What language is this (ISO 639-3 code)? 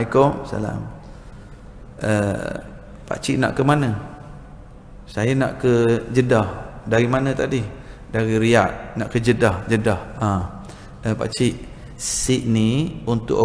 msa